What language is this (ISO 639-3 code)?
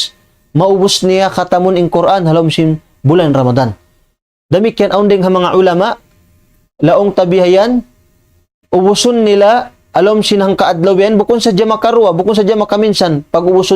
tsg